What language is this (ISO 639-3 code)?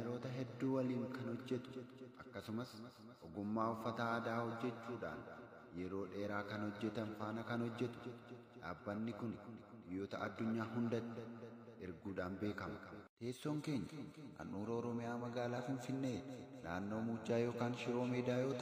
orm